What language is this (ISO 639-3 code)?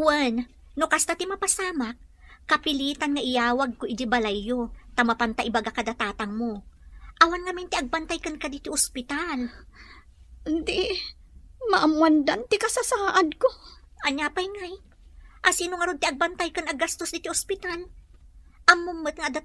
ilo